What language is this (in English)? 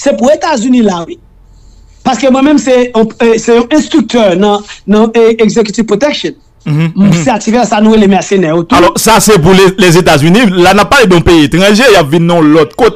Haitian Creole